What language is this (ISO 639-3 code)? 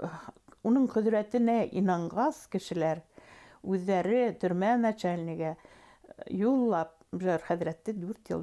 bak